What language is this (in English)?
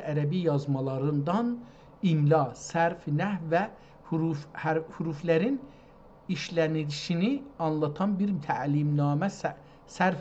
South Azerbaijani